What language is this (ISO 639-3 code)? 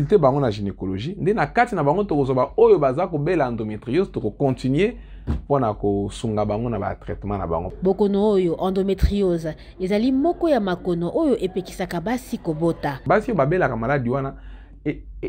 lin